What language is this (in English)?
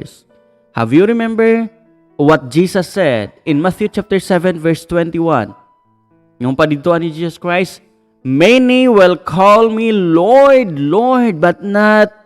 Cebuano